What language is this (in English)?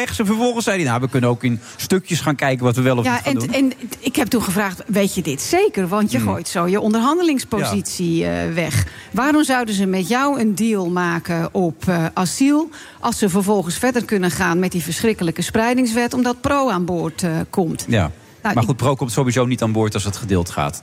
Dutch